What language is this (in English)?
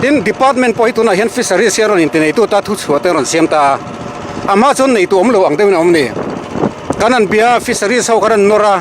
Mizo